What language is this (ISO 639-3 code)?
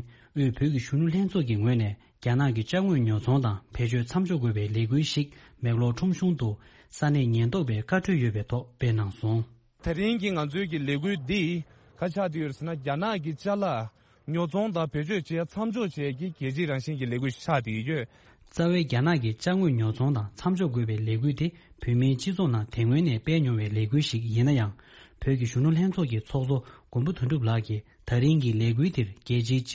bod